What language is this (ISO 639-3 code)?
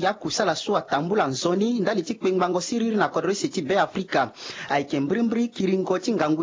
sag